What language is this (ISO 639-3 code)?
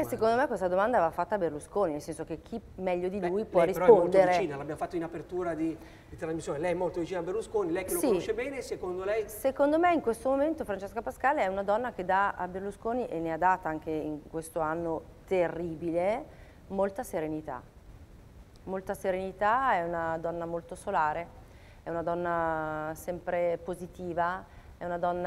ita